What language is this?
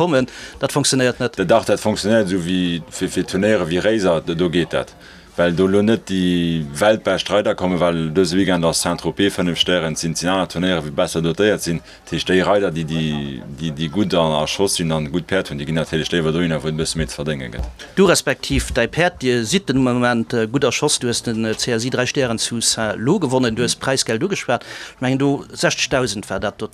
Luxembourgish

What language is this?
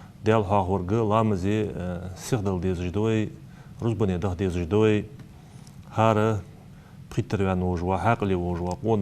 Ingush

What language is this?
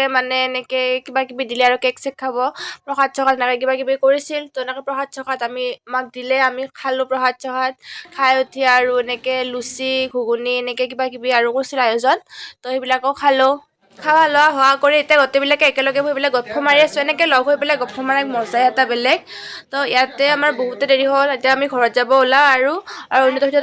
Assamese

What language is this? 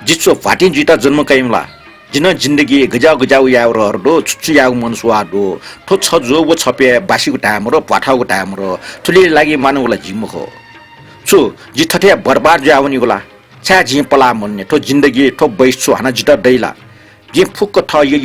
Newari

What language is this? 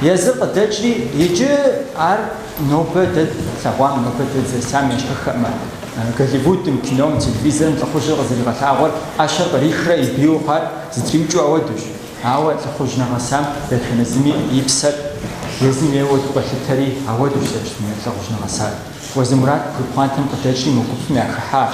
Kabardian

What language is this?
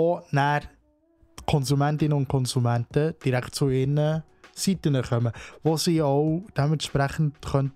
Swiss German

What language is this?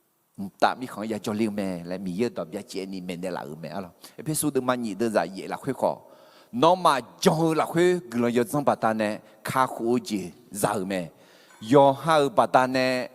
Akha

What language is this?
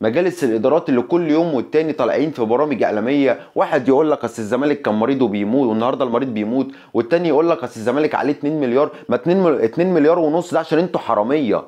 Egyptian Arabic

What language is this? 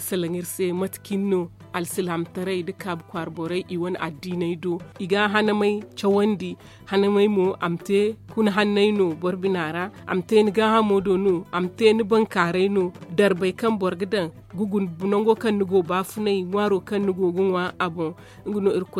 Zarma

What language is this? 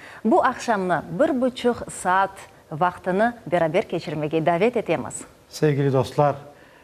Crimean Tatar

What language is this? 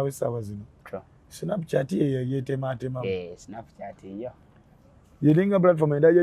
Ganda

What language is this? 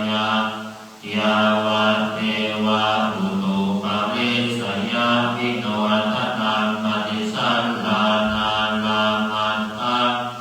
Pali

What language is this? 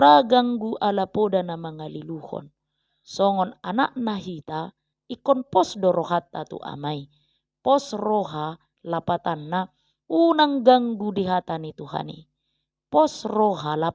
Batak Toba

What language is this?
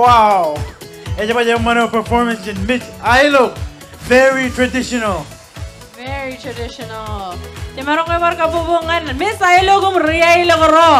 Marshallese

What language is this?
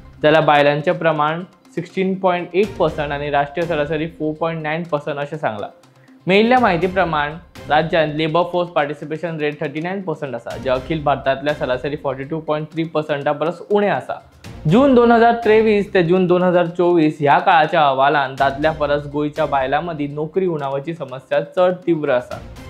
Konkani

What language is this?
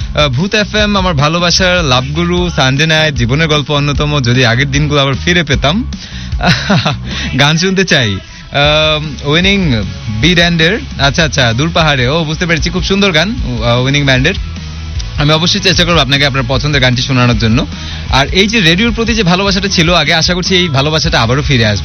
Bangla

